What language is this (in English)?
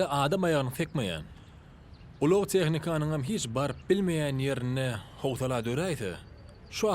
Turkmen